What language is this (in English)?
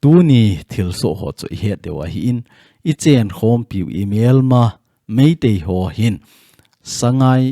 Thado Chin